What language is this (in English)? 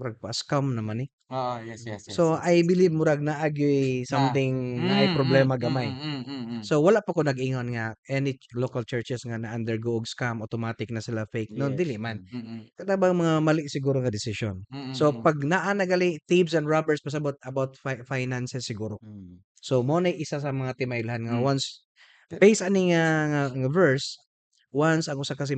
Cebuano